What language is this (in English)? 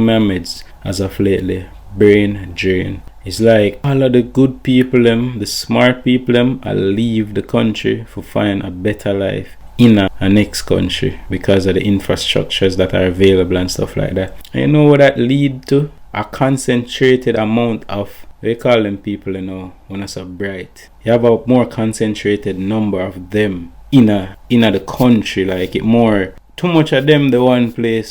Jamaican Creole English